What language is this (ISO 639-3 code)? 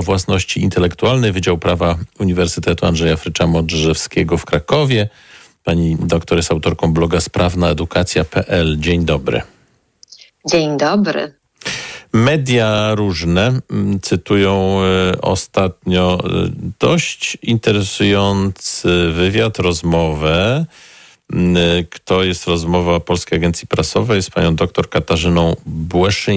pol